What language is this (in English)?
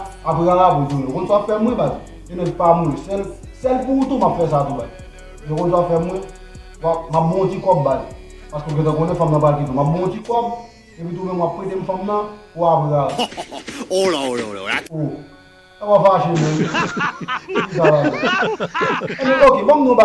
Haitian Creole